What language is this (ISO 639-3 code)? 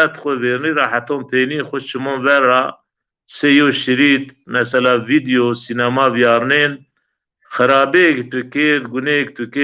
zza